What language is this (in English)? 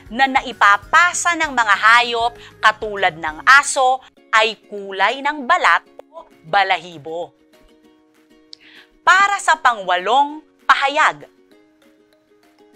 Filipino